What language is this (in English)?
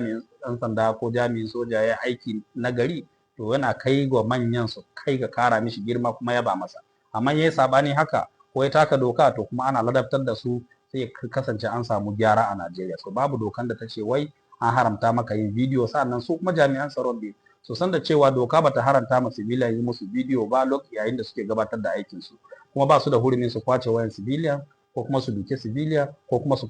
Hausa